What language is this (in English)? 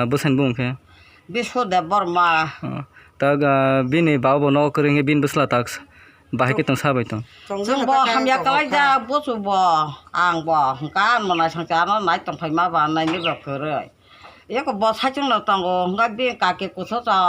Kok Borok